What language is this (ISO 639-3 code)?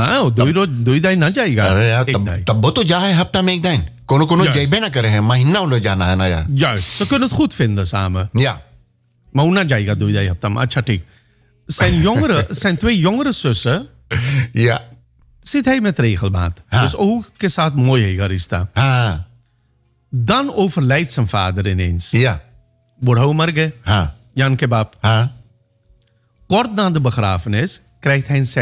nld